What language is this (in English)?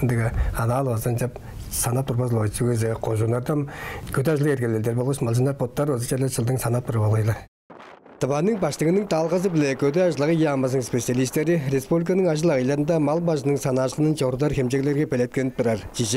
Tuvinian